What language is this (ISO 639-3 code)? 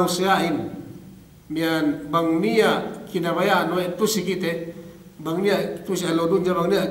yka